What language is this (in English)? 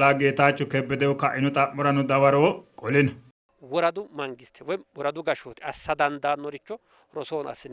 Sidamo